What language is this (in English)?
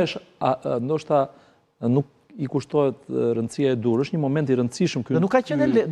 Albanian